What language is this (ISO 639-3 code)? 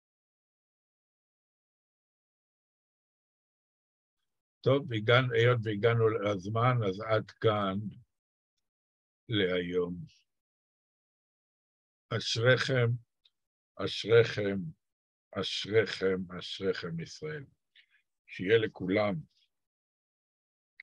heb